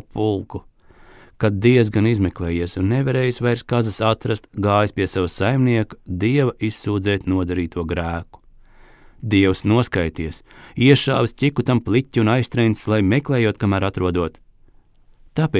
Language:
Latvian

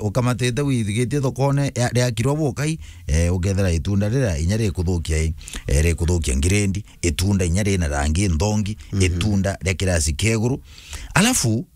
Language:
Meru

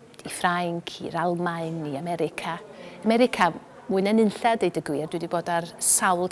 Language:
Welsh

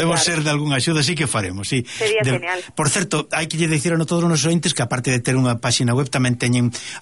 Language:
Galician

